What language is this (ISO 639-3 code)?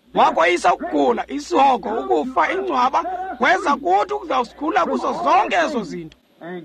xho